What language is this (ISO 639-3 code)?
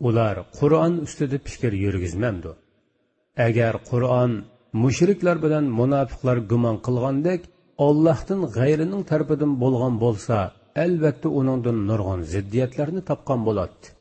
uig